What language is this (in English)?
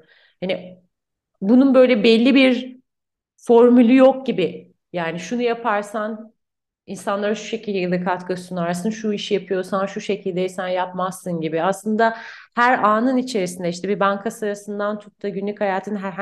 Turkish